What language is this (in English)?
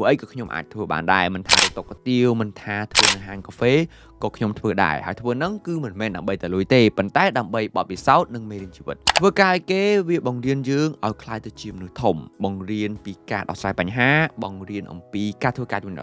Khmer